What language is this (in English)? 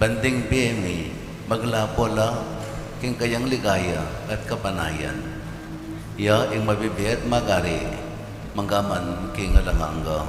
Pampanga